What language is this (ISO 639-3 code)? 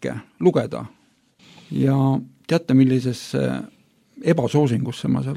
est